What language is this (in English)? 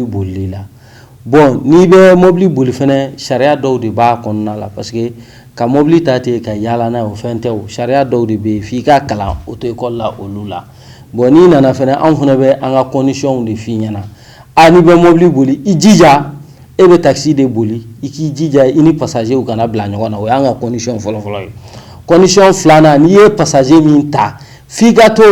Bambara